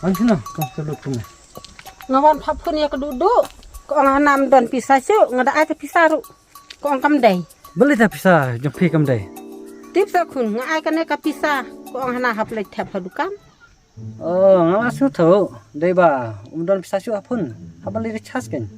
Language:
Khasi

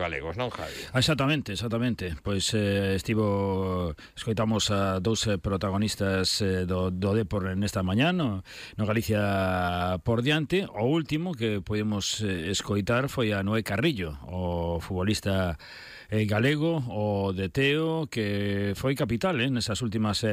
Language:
Galician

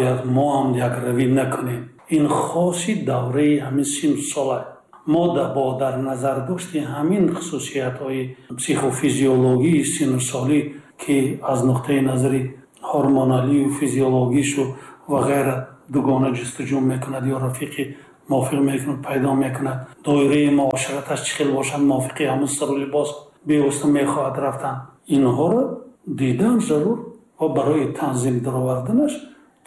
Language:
Tajik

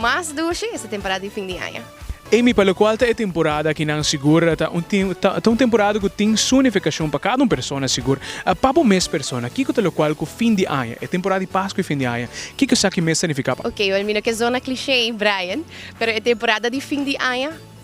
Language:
Papiamento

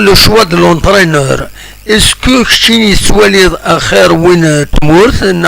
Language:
Kabyle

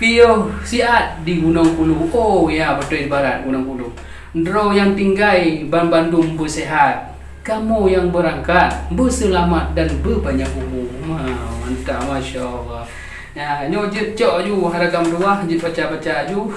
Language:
Achinese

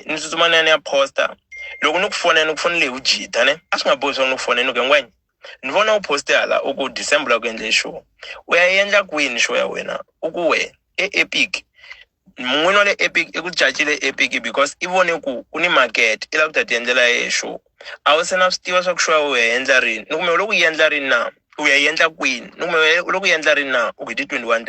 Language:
Tsonga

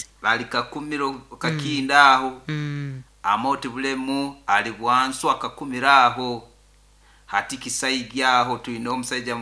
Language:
Nyoro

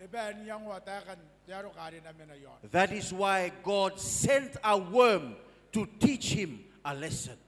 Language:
Gilbertese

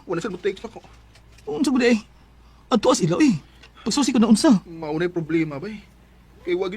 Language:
Cebuano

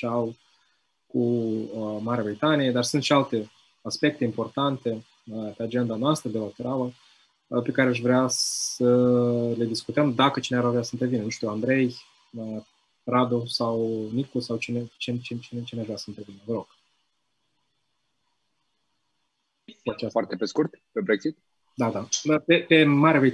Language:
Romanian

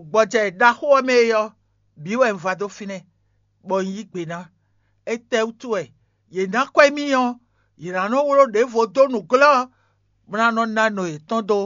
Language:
Fon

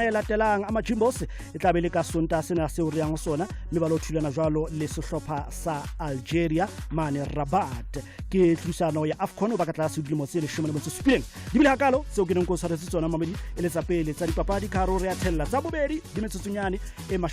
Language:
Southern Sotho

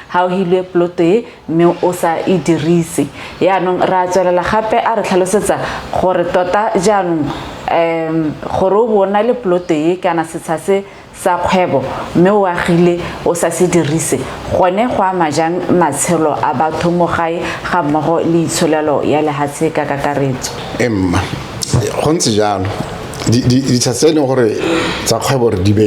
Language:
Tswana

